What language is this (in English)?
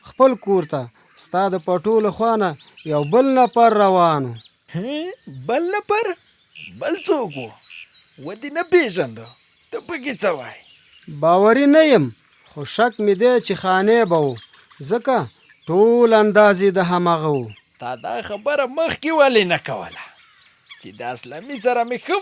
Pashto